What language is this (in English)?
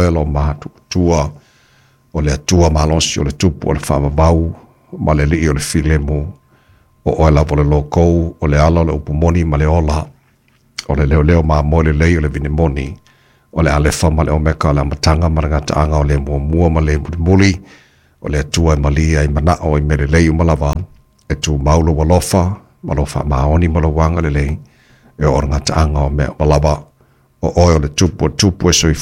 Samoan